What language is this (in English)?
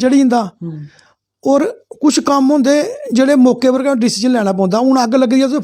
Dogri